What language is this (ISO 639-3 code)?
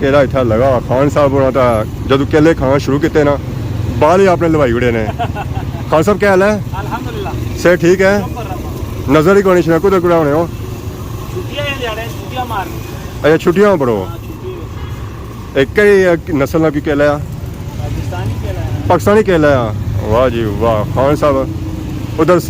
phr